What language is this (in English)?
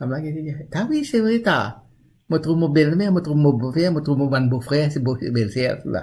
Morisyen